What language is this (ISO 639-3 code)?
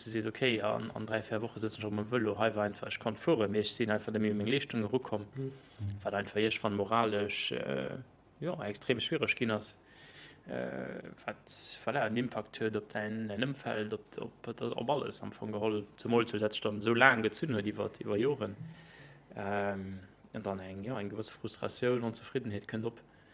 ltz